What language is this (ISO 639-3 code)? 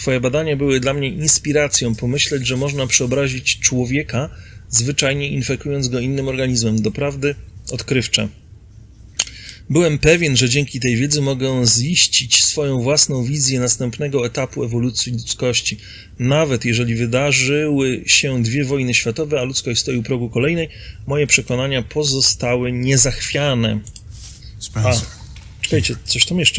pol